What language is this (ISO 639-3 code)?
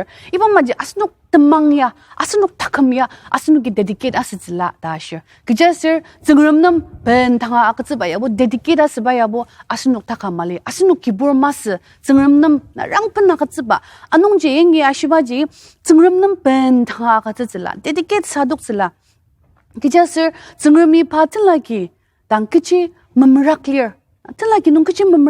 njo